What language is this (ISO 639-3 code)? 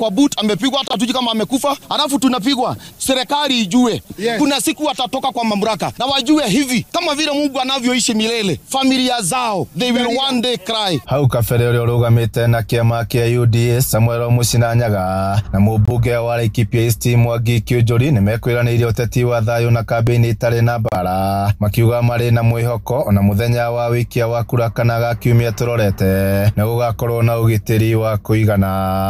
kik